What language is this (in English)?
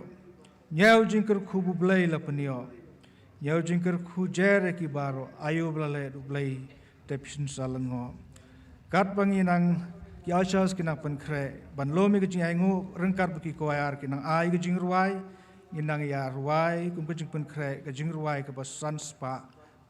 Khasi